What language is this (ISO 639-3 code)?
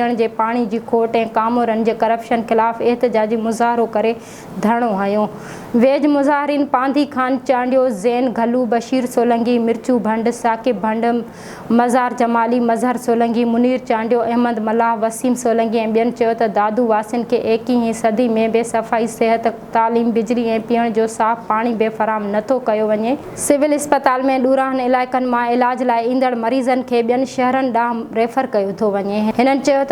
snd